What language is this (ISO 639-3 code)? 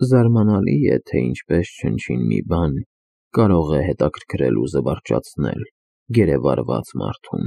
hye